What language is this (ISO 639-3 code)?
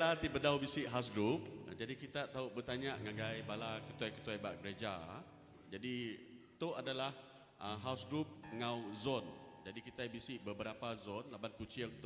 iba